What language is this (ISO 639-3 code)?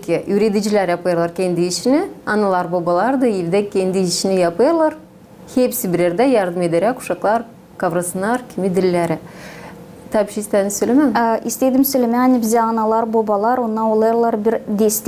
gag